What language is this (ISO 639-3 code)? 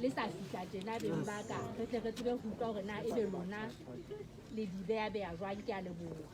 sot